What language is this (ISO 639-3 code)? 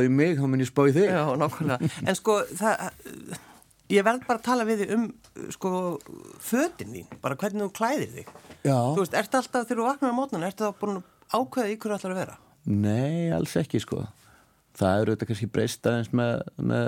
isl